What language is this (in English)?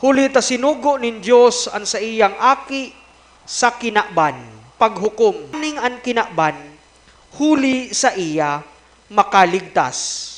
Bikol